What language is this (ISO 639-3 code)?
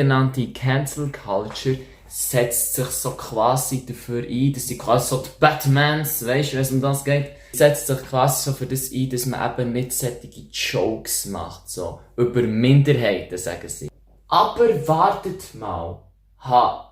gsw